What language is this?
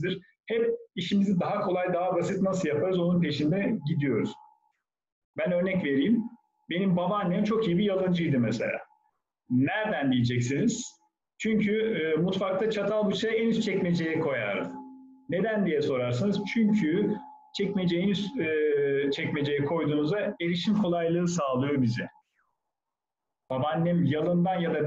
Turkish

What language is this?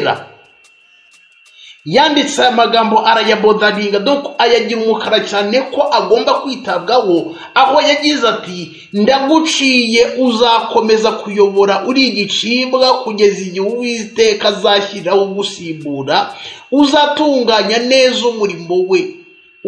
Kinyarwanda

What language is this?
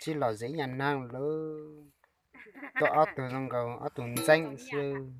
Hmong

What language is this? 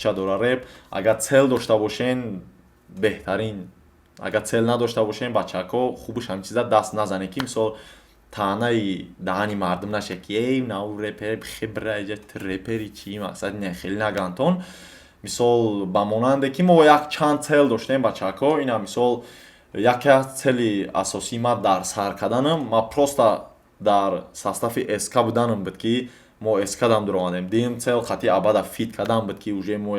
Tajik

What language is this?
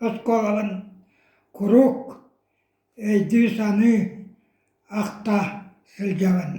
Yakut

